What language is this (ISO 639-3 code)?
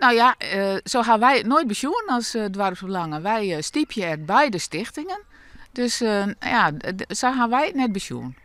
fry